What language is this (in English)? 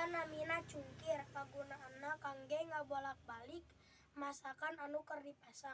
Sundanese